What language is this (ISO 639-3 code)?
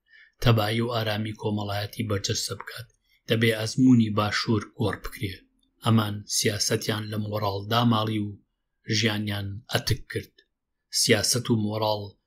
ckb